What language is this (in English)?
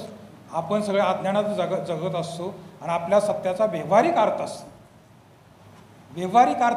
Marathi